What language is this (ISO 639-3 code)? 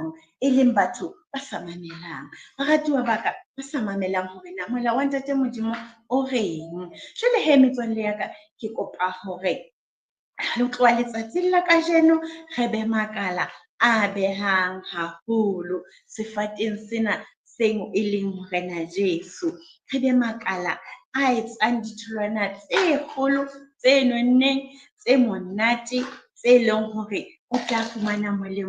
sot